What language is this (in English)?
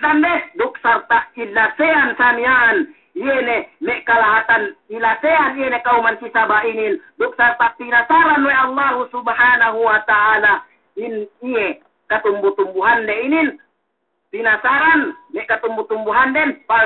Yakan